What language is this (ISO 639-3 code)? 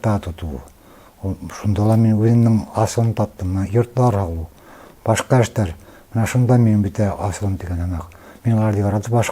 bak